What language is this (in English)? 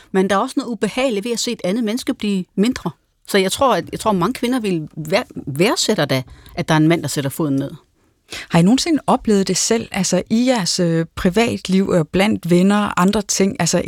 Danish